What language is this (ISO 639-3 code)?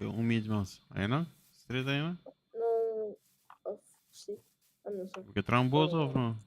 pap